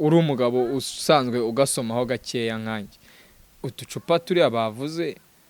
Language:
Kinyarwanda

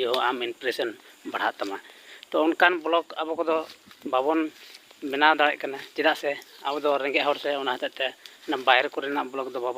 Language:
Santali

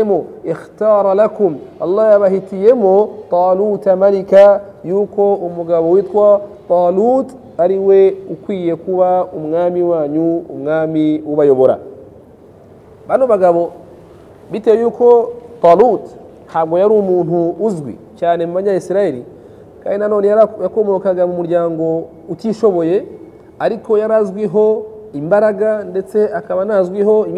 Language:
Kinyarwanda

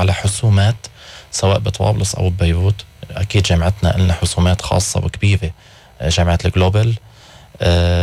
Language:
North Levantine Arabic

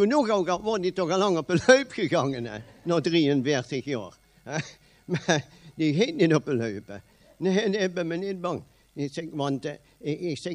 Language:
Limburgish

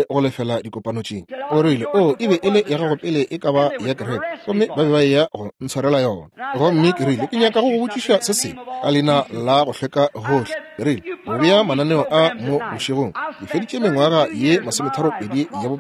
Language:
Northern Sotho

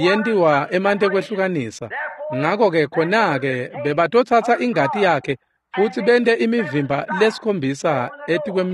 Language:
Swati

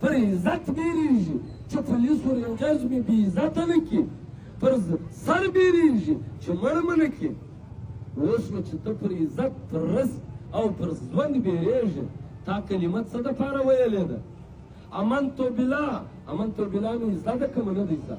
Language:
Pashto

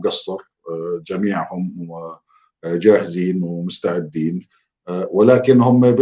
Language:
North Levantine Arabic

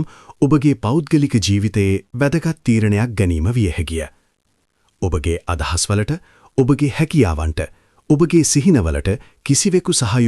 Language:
Sinhala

